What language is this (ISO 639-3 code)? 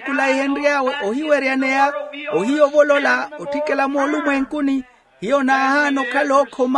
vmw